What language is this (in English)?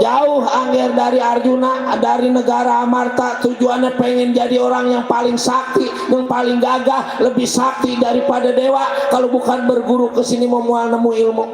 Betawi